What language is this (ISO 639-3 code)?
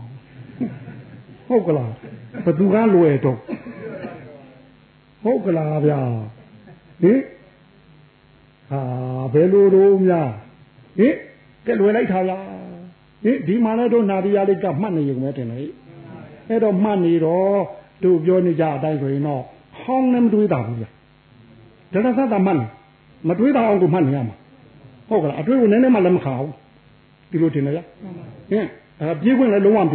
mya